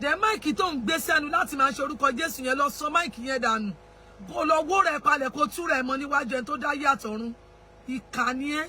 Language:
Yoruba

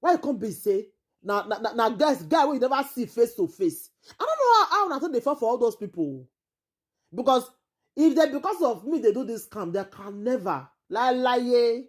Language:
Nigerian Pidgin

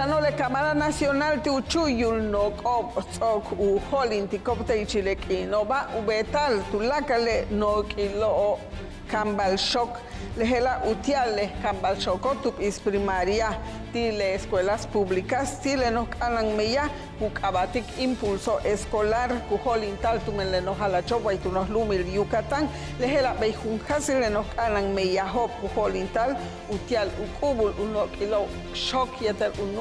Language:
Yucateco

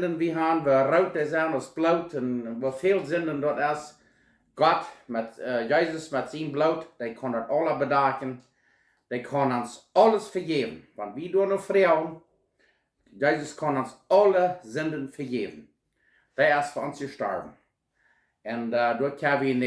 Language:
Plautdietsch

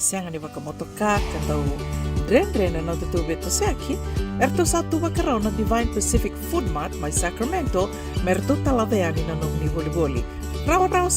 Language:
Fijian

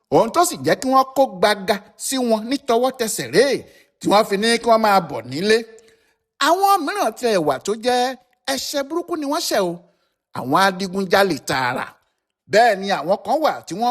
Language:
Yoruba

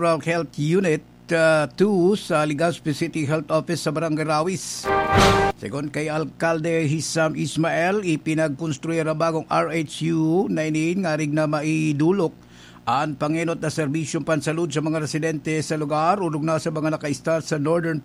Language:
Bikol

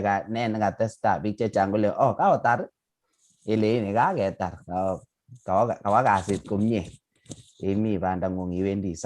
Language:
Kalenjin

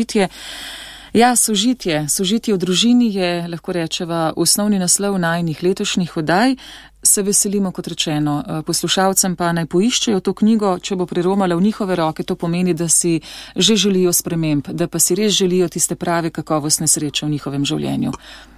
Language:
Slovenian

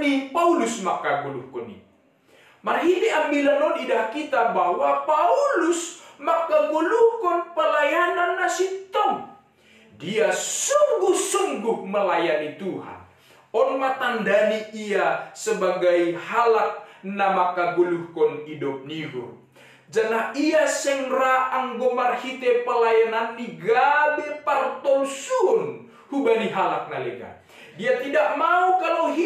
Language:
Batak Simalungun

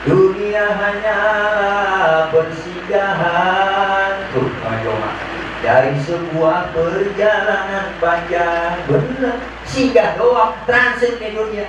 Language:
Betawi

